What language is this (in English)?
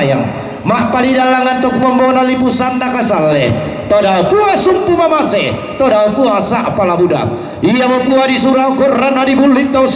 Toraja-Sa'dan